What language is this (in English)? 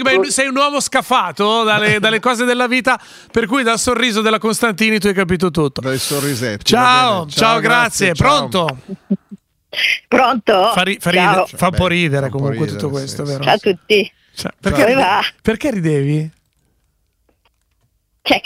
Italian